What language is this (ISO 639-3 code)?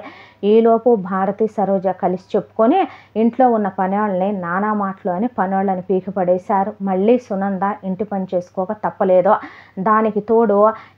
tel